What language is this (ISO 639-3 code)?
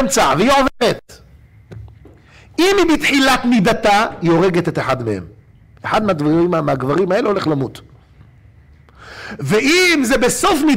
heb